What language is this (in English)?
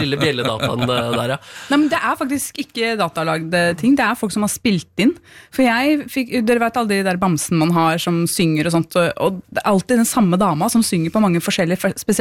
Norwegian